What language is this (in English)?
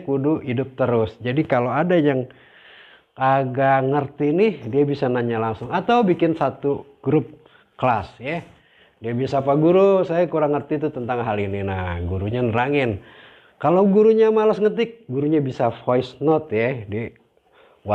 Betawi